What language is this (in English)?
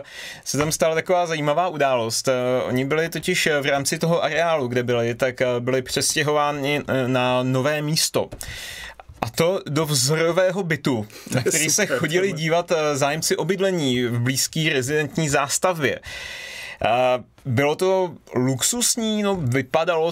Czech